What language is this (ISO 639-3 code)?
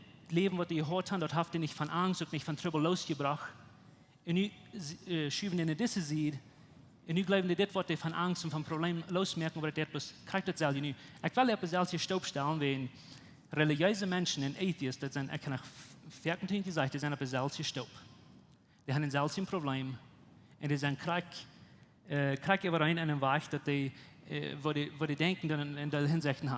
pdt